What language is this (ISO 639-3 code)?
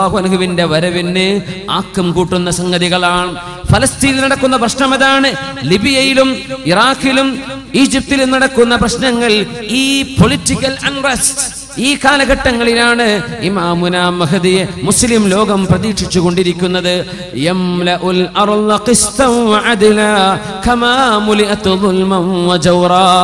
mal